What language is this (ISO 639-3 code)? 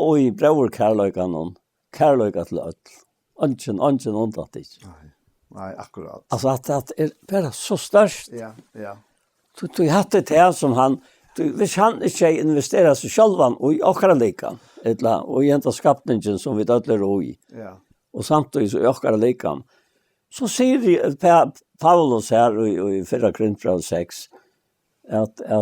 fao